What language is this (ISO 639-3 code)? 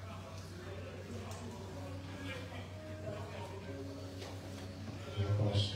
fra